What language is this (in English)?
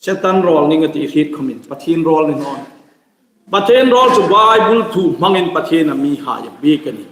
Hmar